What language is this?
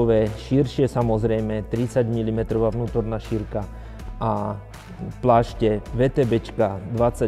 Slovak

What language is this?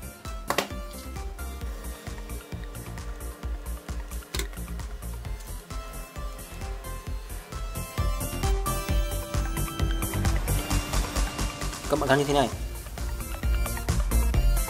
Vietnamese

